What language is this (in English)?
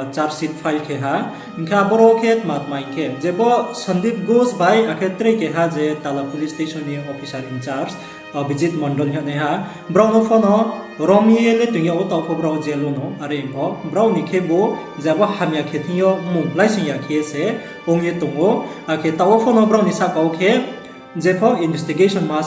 Riang (India)